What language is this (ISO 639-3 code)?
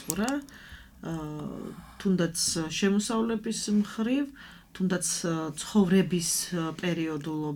kat